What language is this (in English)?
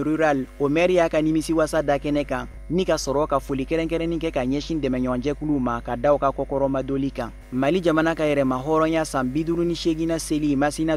Bambara